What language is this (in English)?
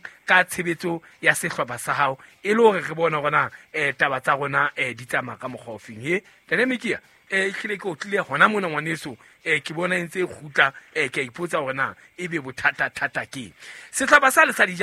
Southern Sotho